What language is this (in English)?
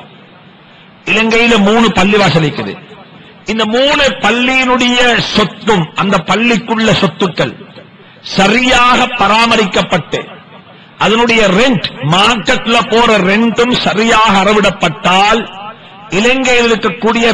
Tamil